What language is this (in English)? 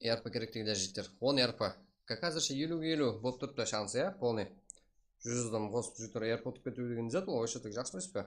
Kara-Kalpak